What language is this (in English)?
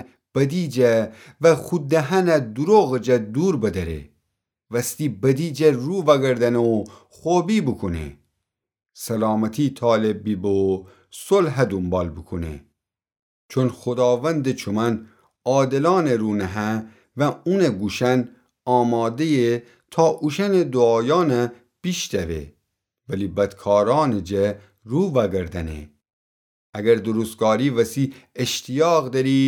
Gilaki